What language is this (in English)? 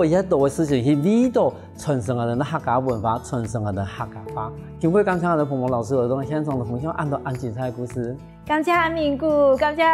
Hakka Chinese